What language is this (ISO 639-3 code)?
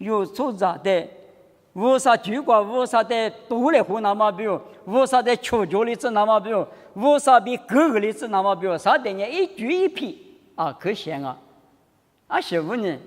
lis